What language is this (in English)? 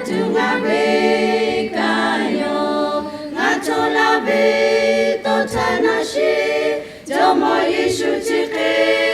Lahu